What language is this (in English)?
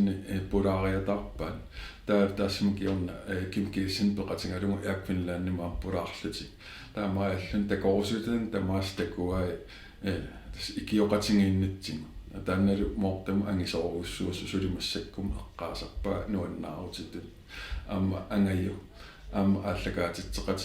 Kalaallisut